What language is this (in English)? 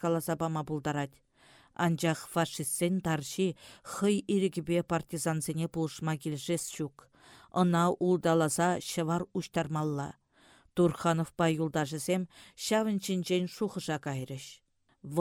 Chuvash